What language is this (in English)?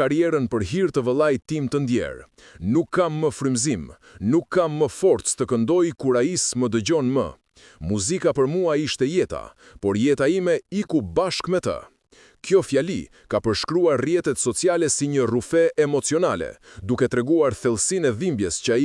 Albanian